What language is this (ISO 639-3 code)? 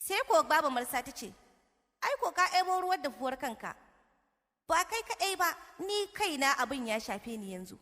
hau